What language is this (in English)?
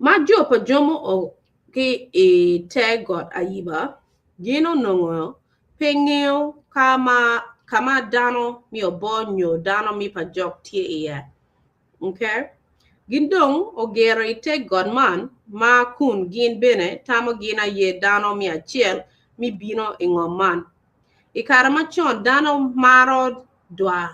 Acoli